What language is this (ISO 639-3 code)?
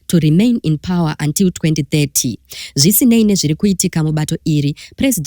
sna